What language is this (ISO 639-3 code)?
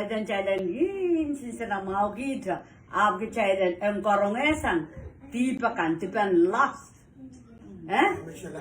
pon